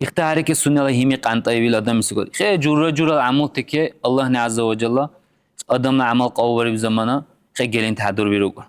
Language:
Dargwa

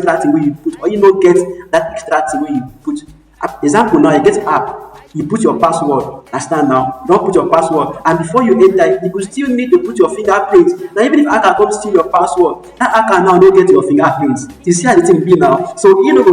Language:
Nigerian Pidgin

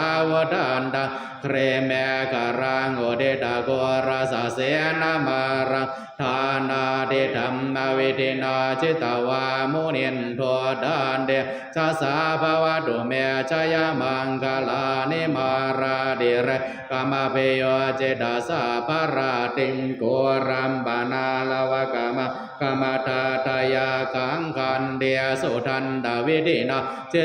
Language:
Pali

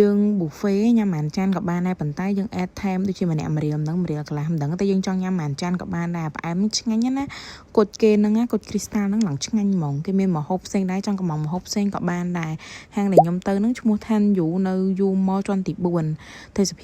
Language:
Khmer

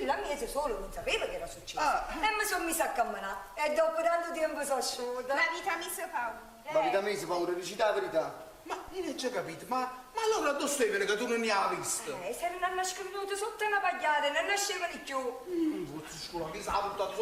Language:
Neapolitan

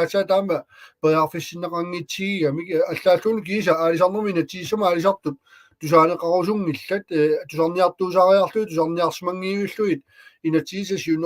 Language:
Kalaallisut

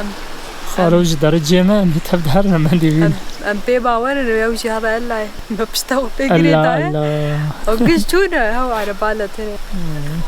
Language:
Kurdish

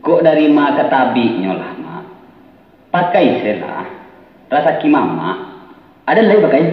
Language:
Minangkabau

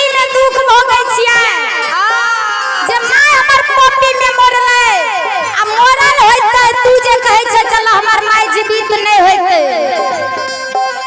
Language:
Maithili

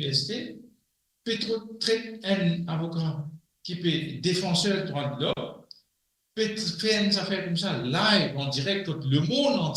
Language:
Morisyen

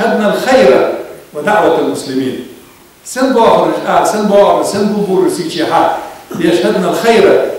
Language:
Ingush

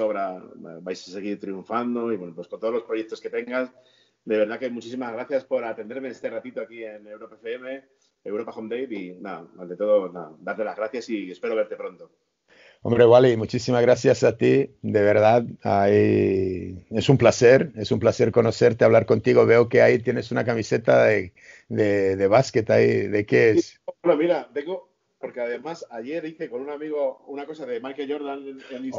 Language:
Spanish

